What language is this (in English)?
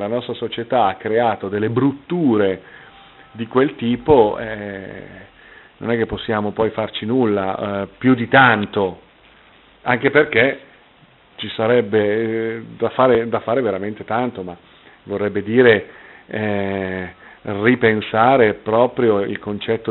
Italian